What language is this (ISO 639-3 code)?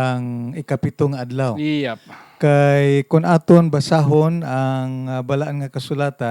hil